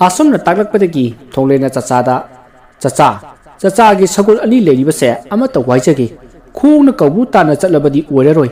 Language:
Manipuri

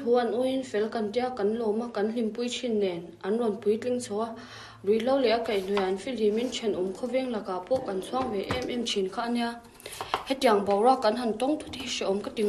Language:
Mizo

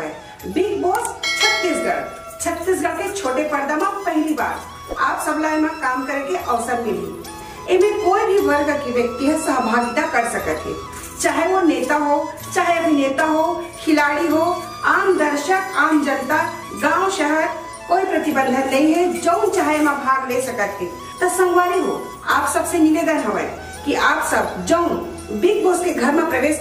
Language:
Chhattisgarhi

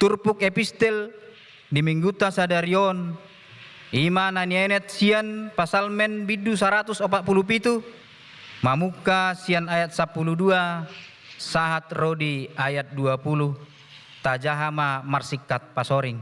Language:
Batak Toba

